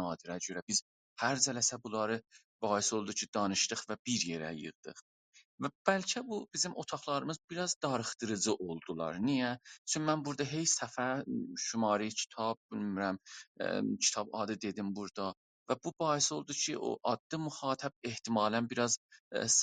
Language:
South Azerbaijani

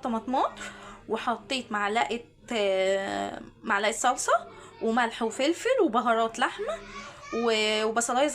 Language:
Egyptian Arabic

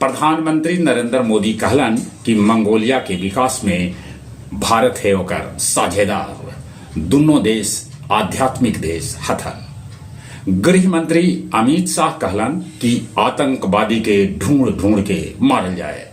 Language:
Magahi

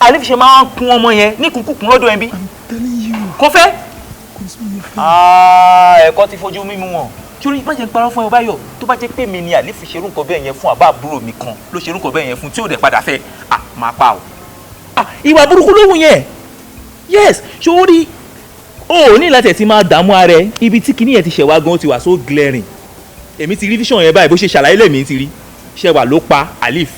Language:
Yoruba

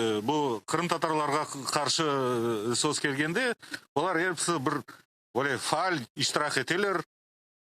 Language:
Crimean Tatar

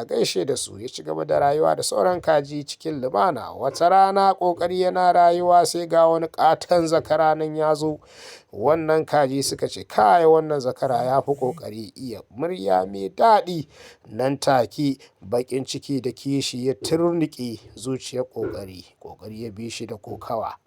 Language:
Hausa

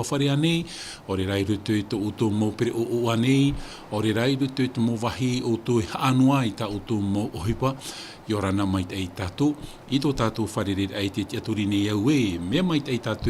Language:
Tahitian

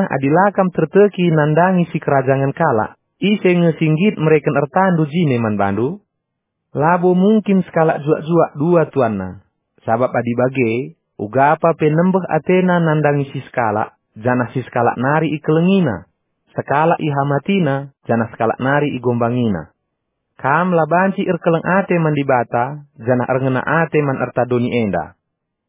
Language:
Batak Karo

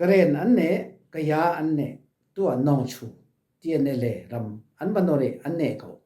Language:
Falam Chin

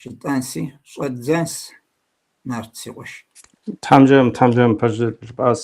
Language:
Kabardian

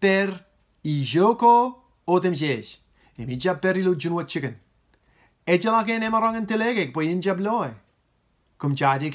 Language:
Marshallese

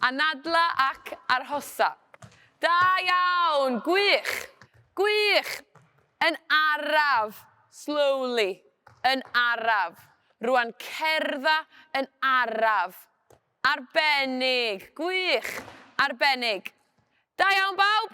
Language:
Welsh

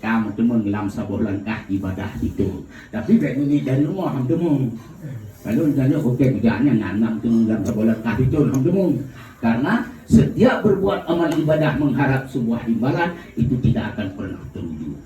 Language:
Achinese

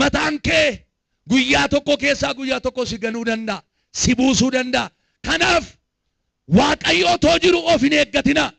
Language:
Oromo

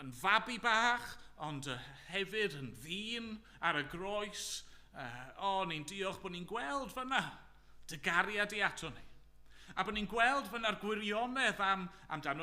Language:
Welsh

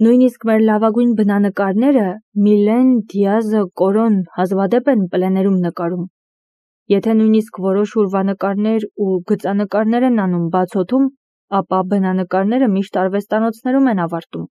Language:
Armenian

